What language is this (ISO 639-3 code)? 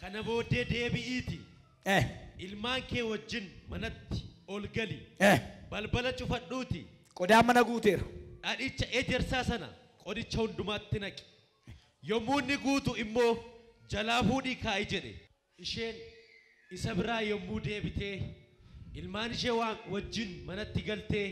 orm